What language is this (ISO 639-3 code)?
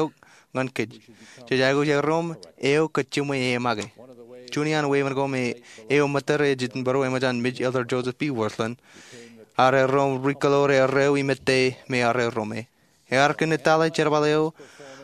mah